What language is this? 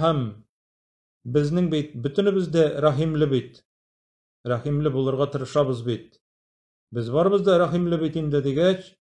Tatar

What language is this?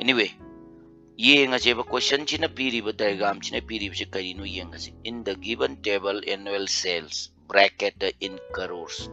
Manipuri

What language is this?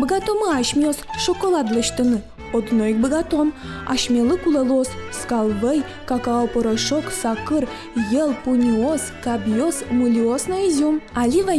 Udmurt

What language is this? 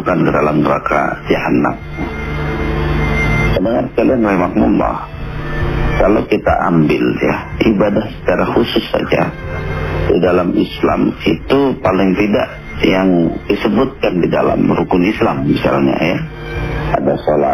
Indonesian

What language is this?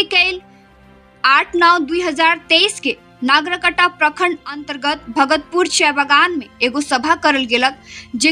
Sadri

